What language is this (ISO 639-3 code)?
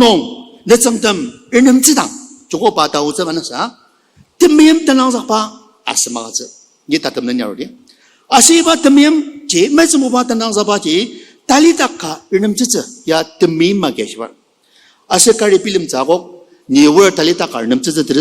njo